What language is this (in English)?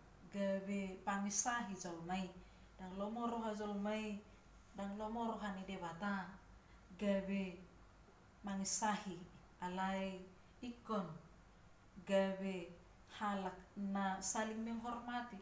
Batak Toba